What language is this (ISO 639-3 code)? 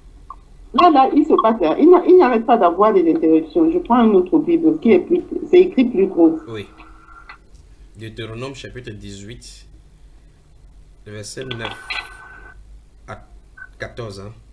fra